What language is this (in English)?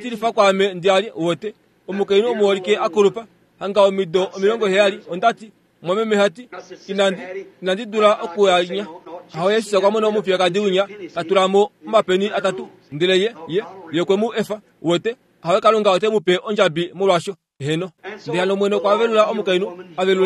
Kuanyama